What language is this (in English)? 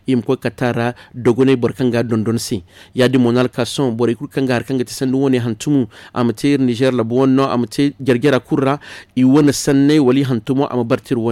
Zarma